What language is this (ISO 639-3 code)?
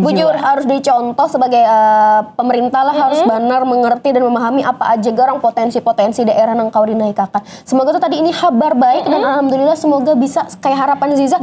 bjn